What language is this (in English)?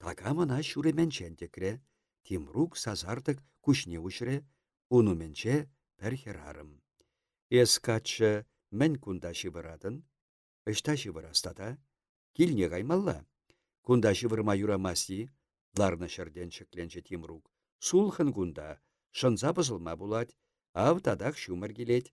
Chuvash